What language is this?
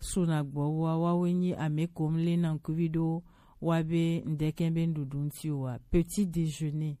Gen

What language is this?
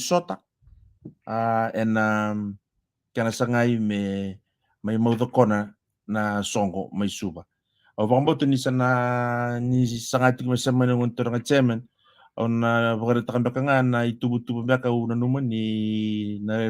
Fijian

